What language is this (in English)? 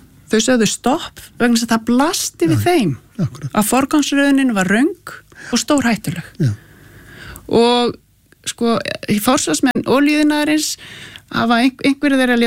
Icelandic